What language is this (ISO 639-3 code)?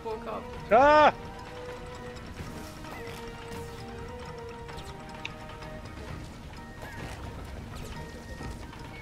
swe